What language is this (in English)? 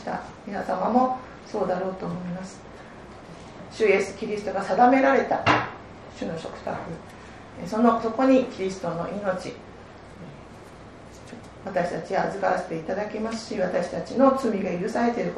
Japanese